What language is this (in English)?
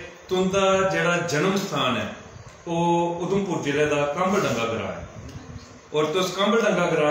Dogri